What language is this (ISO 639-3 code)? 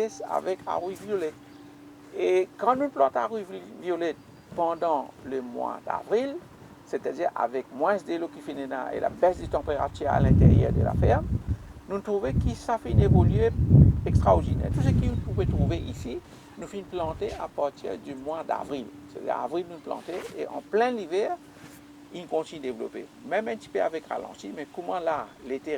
mfe